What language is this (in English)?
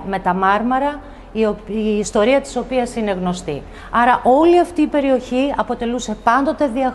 Greek